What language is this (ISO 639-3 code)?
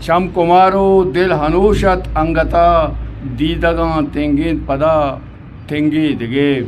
bgp